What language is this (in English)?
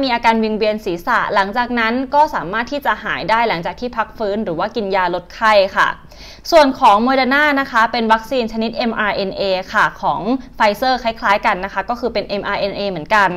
Thai